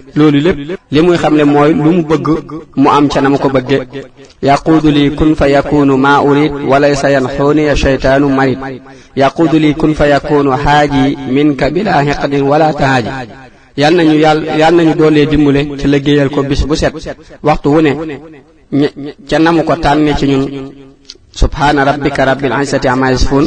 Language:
Wolof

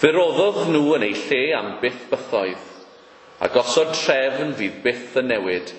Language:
Welsh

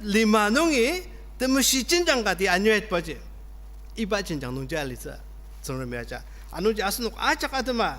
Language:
Ao Naga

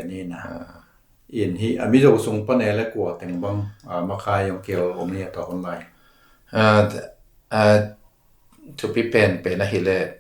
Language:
Tedim Chin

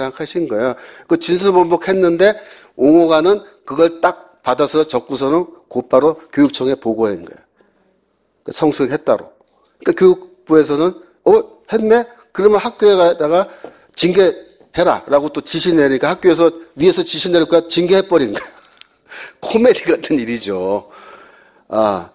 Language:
Korean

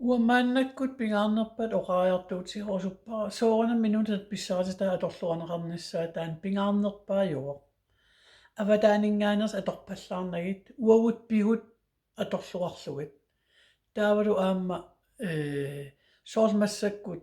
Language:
Kalaallisut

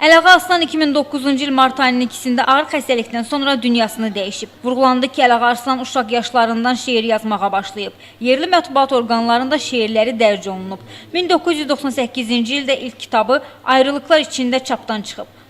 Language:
Azerbaijani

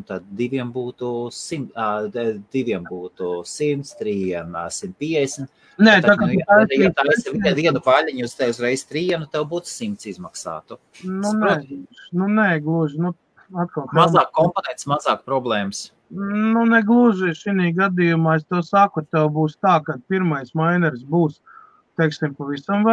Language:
Latvian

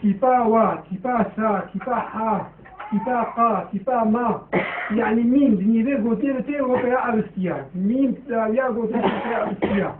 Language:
Kurdish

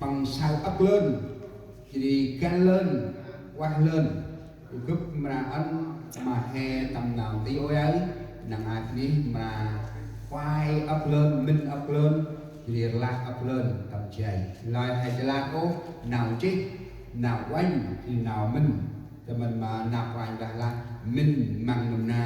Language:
Central Mnong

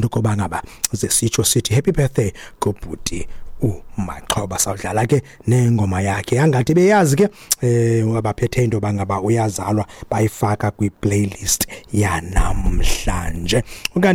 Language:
Xhosa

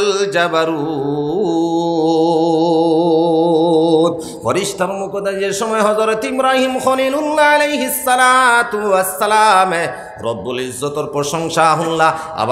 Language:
Sylheti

